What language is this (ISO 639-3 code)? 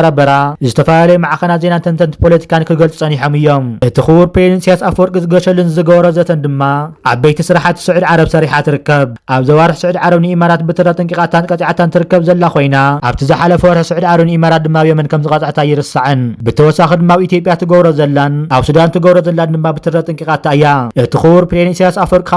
tir